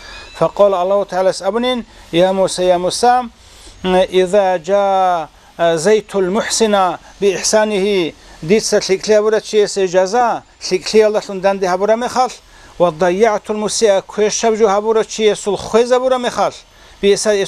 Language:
Avaric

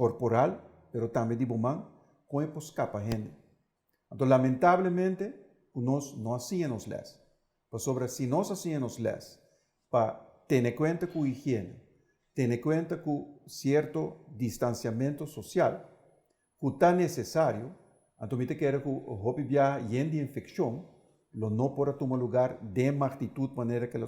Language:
Papiamento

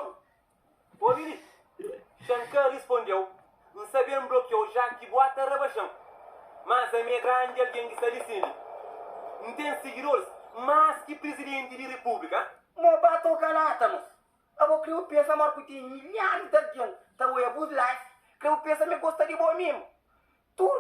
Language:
Kabuverdianu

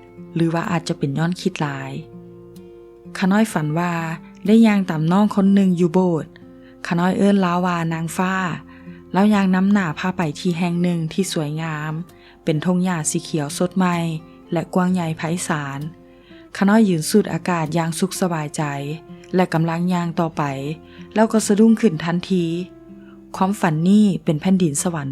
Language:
Lao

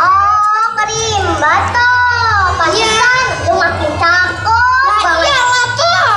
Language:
Betawi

